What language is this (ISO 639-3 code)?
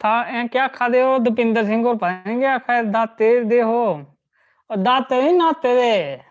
doi